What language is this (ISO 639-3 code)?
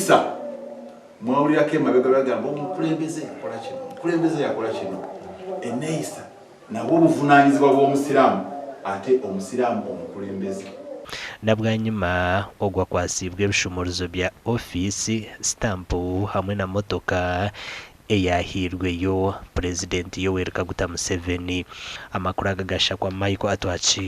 nyn